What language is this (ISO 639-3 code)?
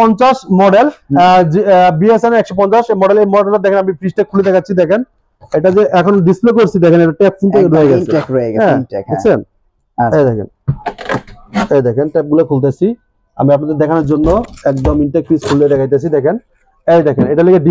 ben